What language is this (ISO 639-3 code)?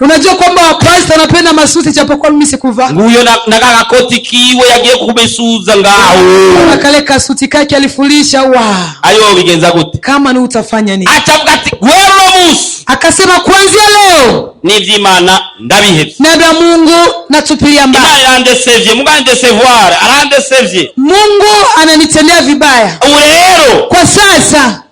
run